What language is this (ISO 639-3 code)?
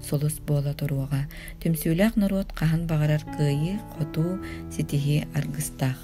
sah